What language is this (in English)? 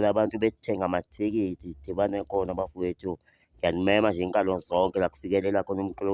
Zulu